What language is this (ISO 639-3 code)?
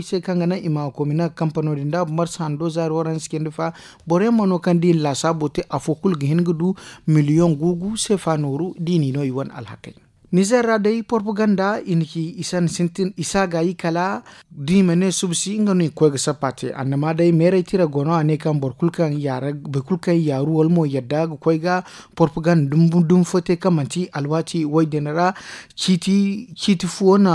dje